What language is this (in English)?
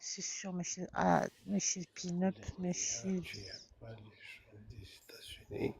Kabyle